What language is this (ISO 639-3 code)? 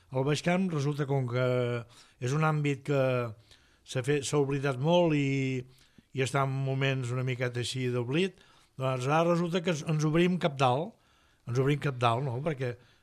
cat